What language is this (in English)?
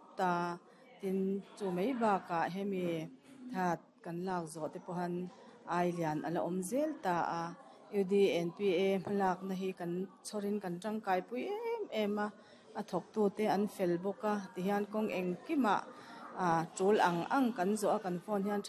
Mizo